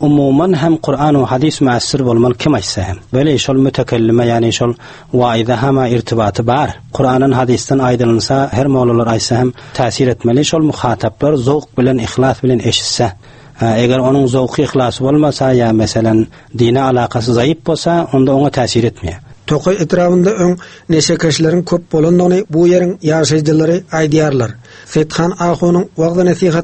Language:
Turkmen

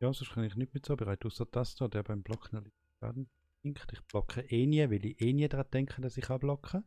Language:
Swiss German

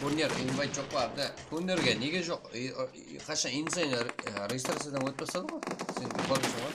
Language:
Kara-Kalpak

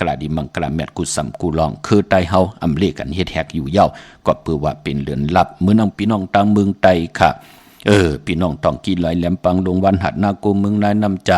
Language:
Shan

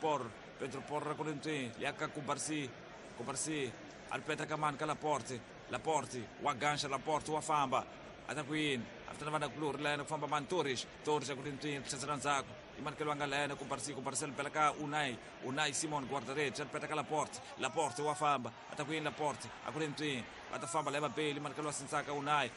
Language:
Tsonga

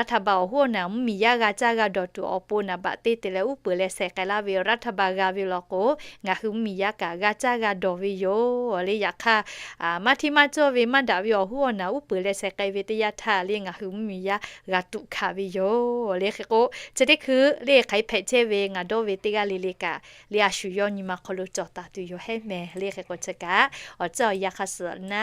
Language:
Lahu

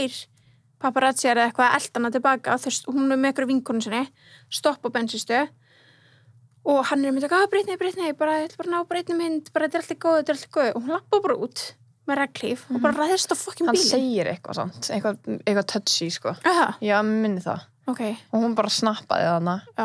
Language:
Icelandic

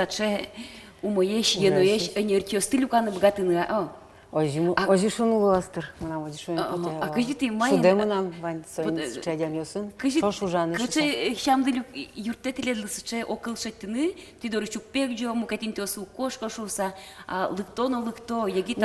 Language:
Udmurt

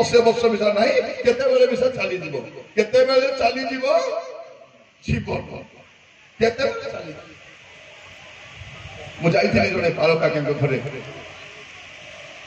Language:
Odia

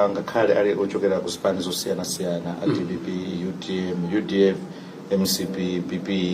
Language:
Nyanja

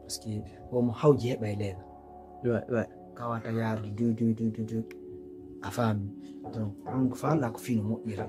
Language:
Fula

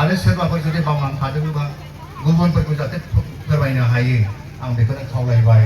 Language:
Bodo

